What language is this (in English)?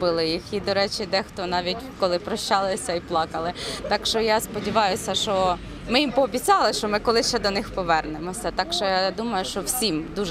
Ukrainian